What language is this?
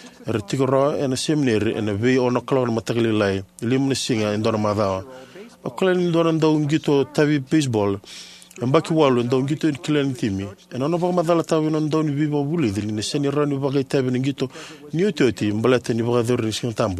Fijian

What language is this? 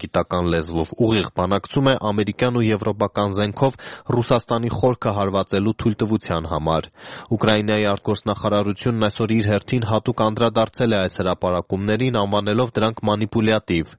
Armenian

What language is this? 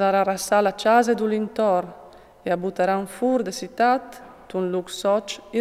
Friulian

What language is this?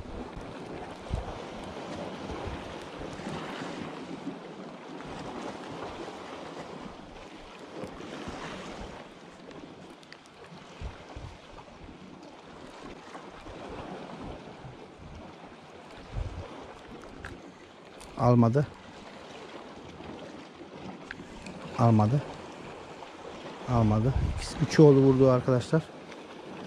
Turkish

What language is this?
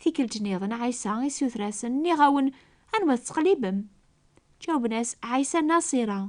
Kabyle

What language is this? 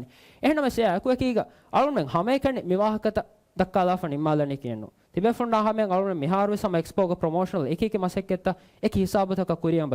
Divehi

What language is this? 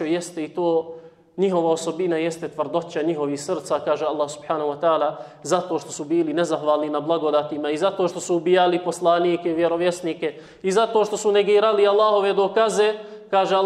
Bosnian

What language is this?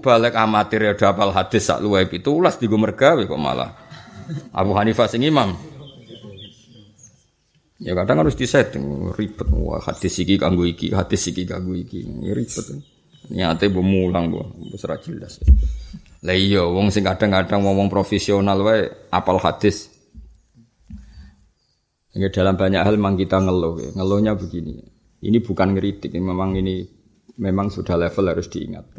Javanese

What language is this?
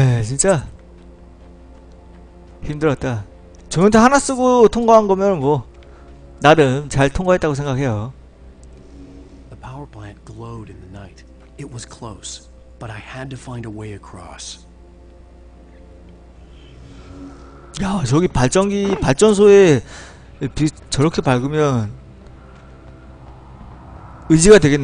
Korean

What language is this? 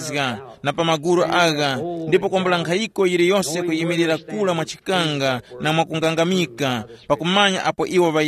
Tumbuka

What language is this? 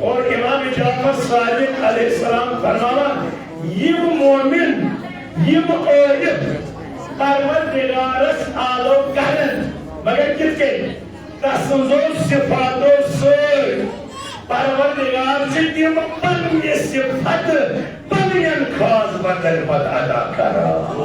Kashmiri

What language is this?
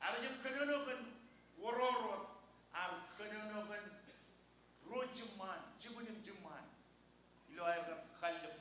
Marshallese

